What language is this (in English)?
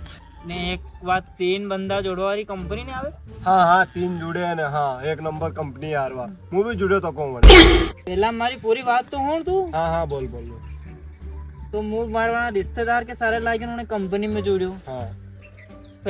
Rajasthani